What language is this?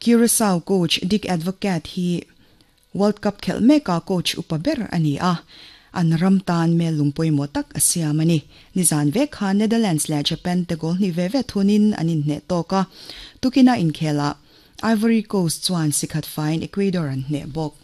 Mizo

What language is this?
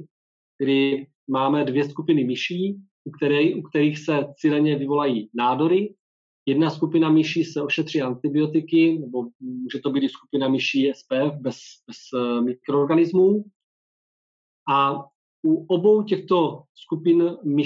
Czech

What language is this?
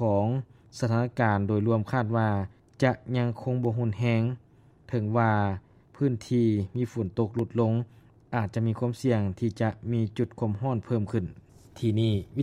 Lao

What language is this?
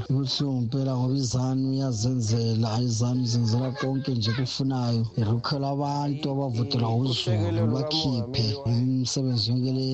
North Ndebele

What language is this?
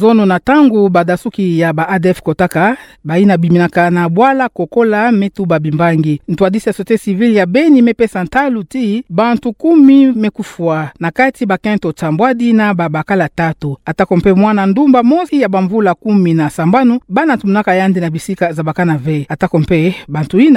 Kituba (Democratic Republic of Congo)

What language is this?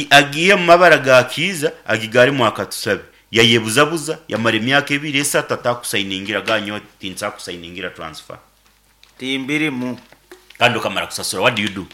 Nyankole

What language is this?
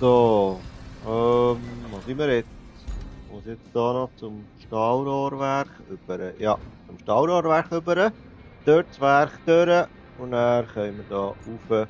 Swiss German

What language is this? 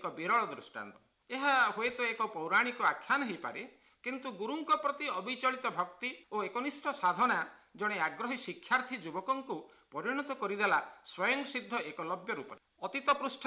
Odia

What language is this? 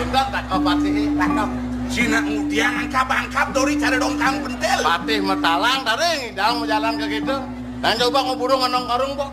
Balinese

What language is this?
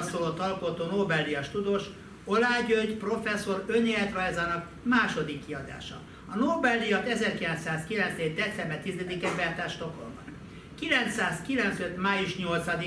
Hungarian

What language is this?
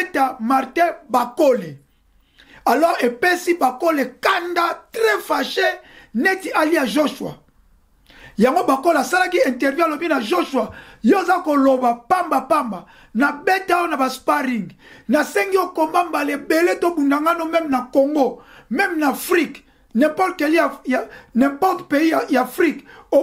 Lingala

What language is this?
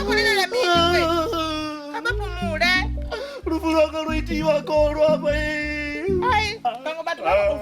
Venda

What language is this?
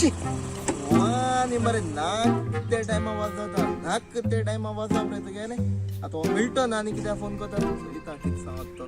Konkani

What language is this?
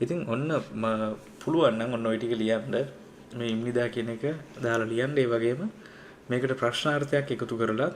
Sinhala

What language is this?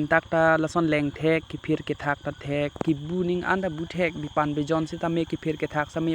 Karbi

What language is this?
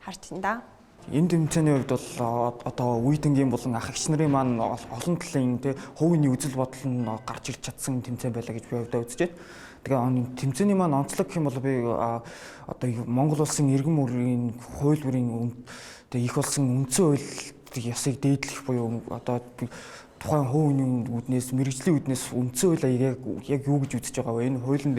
Mongolian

